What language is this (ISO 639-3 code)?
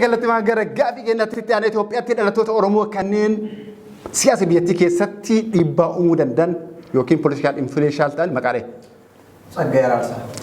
orm